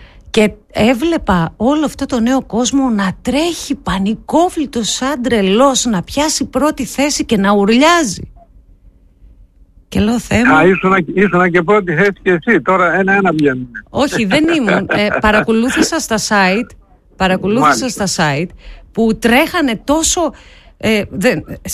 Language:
Greek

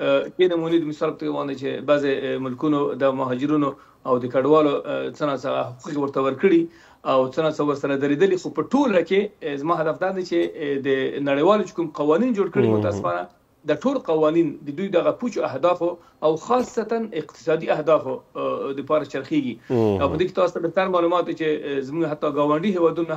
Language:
Pashto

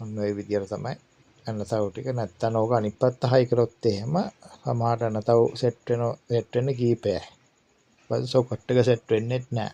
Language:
Sinhala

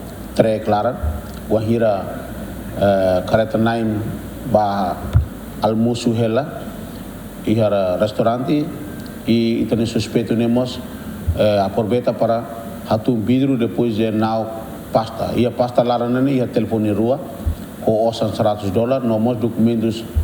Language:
Tetum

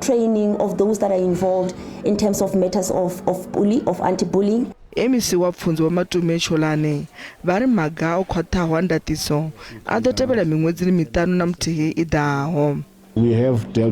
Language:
Venda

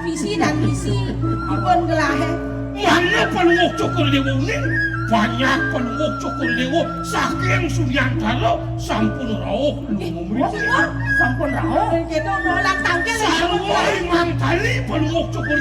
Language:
Balinese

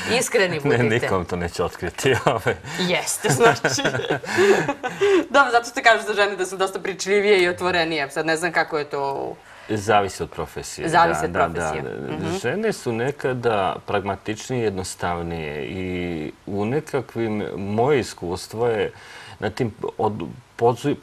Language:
Serbian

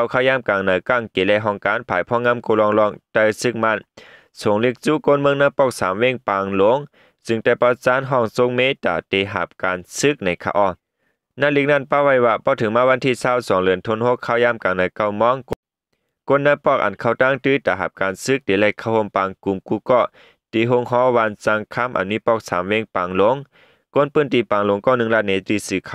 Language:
Shan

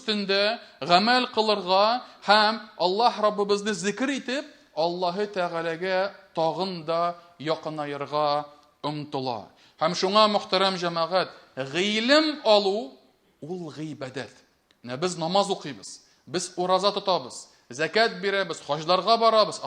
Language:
Tatar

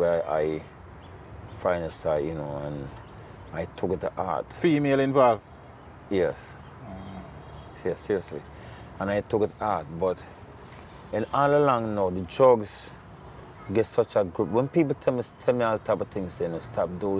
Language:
Jamaican Creole English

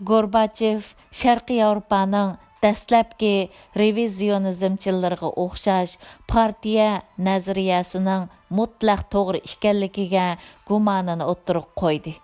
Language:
Uyghur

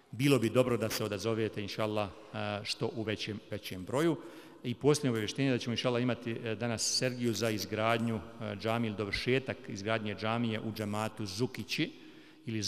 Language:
Bosnian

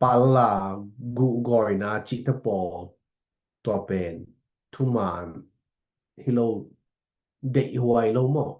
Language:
Tedim Chin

